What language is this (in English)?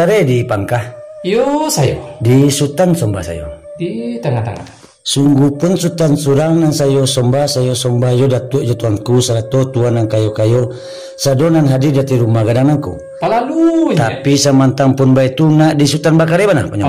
Minangkabau